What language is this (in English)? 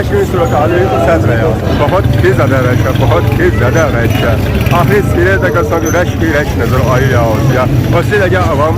Pahari-Potwari